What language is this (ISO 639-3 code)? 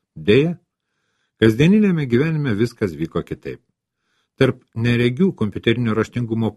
lit